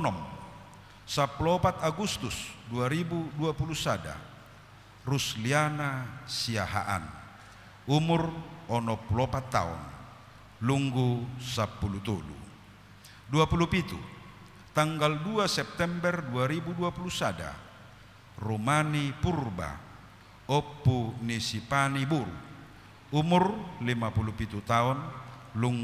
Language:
Batak Toba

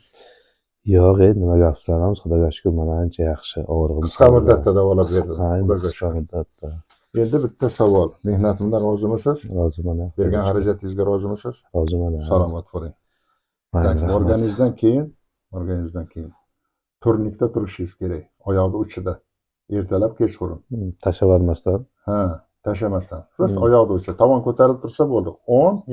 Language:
Uzbek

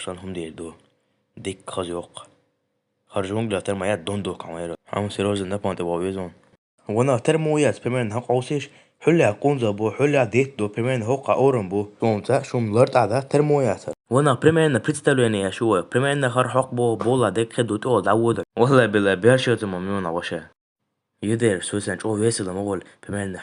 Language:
Chechen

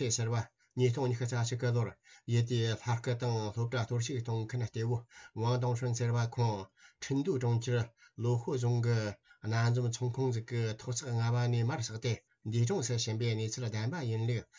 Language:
Tibetan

